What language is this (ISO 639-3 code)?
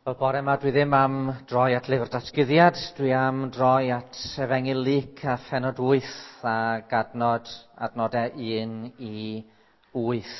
cym